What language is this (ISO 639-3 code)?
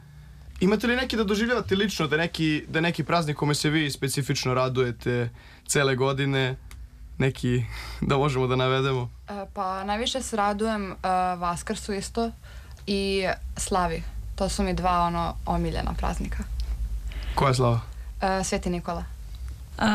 srp